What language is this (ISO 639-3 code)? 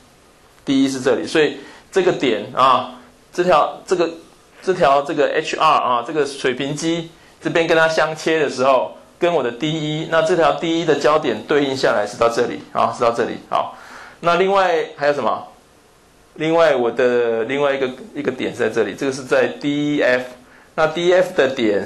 zho